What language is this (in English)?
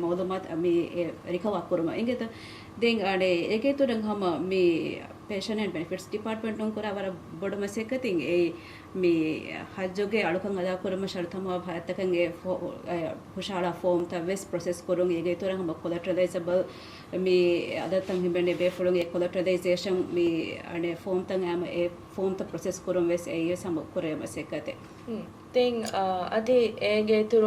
Divehi